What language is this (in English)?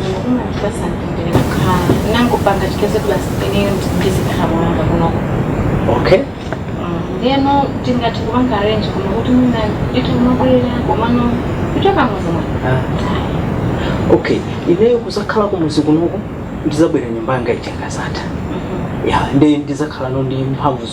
Nyanja